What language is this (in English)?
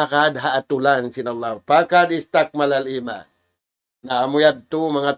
Tausug